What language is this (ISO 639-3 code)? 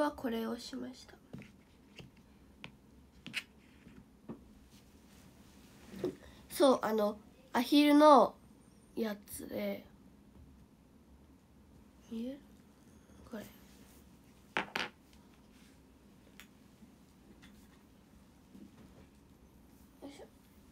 jpn